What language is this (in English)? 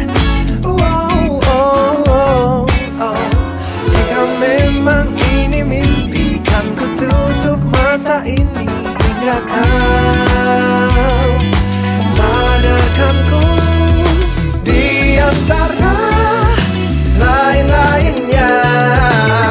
Indonesian